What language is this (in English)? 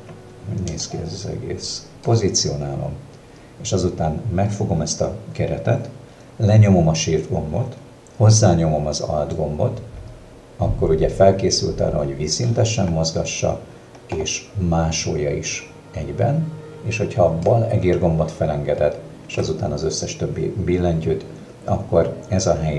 Hungarian